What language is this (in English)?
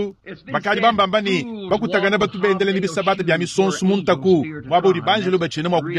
Luba-Lulua